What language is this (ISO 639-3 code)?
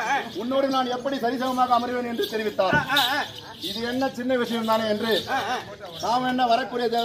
tam